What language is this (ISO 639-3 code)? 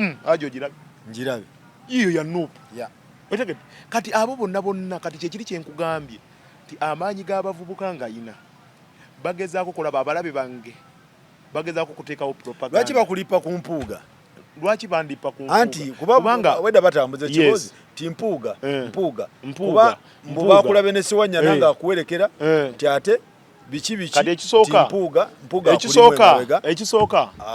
lug